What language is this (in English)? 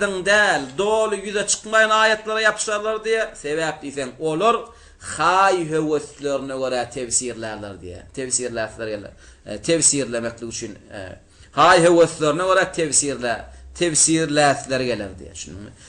Turkmen